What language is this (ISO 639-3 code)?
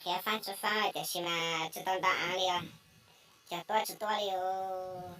hmn